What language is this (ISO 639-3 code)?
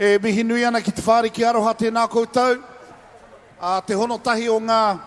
mri